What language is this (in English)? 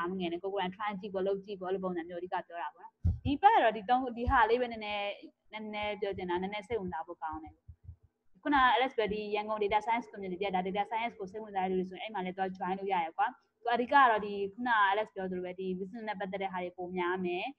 Burmese